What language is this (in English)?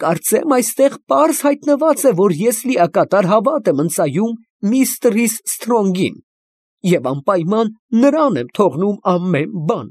Armenian